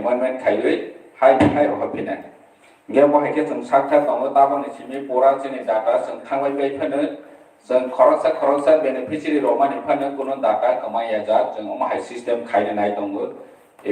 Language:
Kok Borok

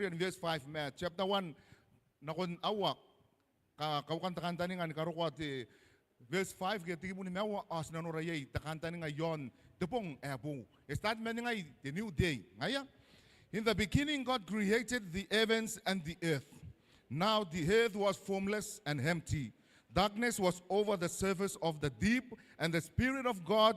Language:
Gilbertese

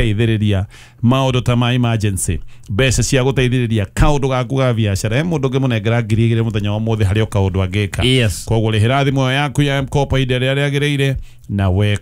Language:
Kikuyu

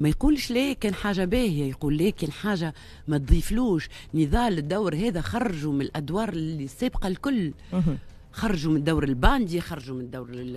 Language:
Tunisian Arabic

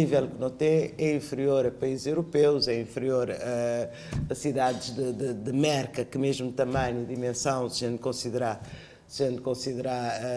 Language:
Kabuverdianu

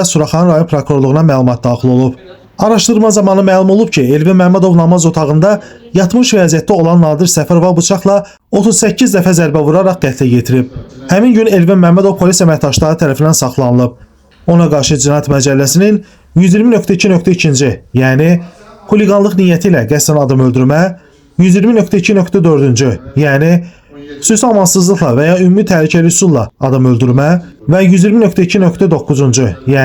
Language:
Azerbaijani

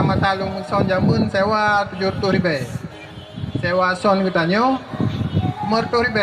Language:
Achinese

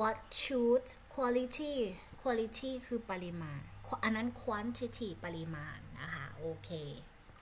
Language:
Thai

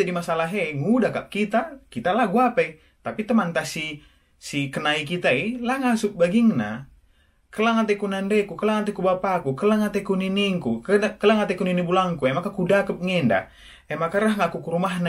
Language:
Batak Karo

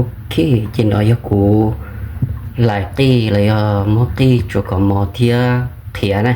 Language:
Hmong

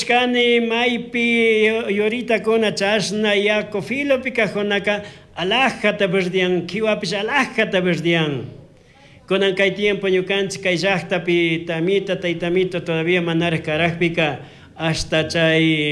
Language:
Chimborazo Highland Quichua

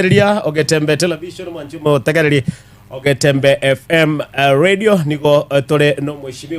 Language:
Gusii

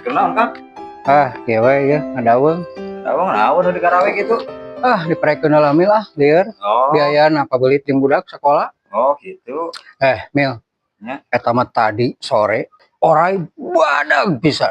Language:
Sundanese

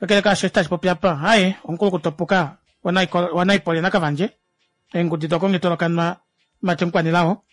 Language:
Kuanyama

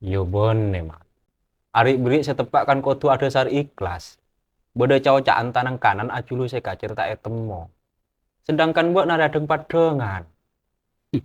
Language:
Madurese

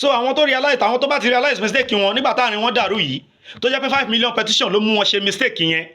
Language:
Yoruba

